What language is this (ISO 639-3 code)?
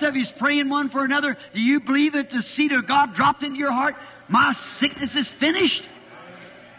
vmw